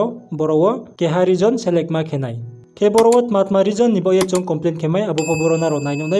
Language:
Riang (India)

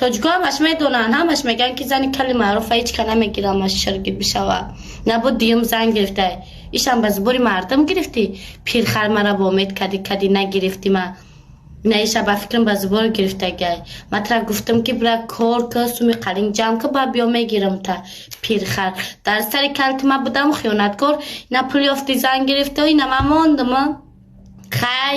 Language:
Tajik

